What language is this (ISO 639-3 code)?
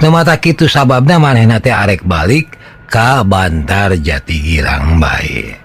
sun